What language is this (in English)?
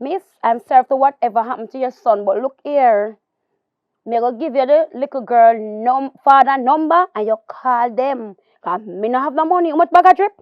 Jamaican Creole English